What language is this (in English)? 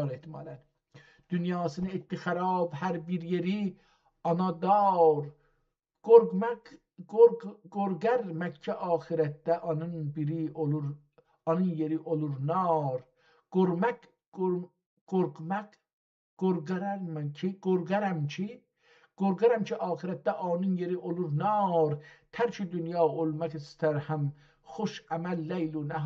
South Azerbaijani